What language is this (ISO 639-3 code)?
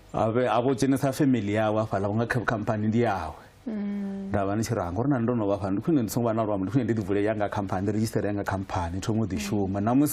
ven